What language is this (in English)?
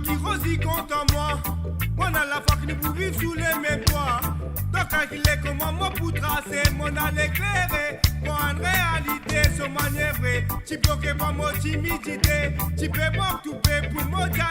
Morisyen